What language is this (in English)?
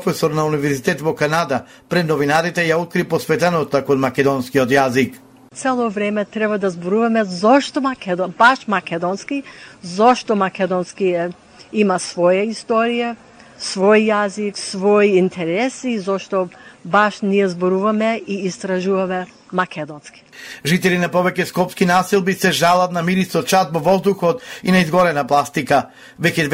Macedonian